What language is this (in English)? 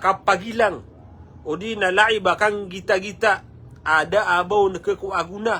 Maranao